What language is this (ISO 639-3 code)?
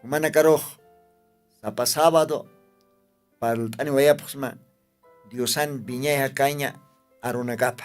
aym